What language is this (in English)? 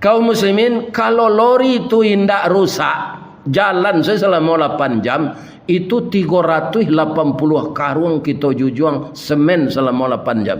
Minangkabau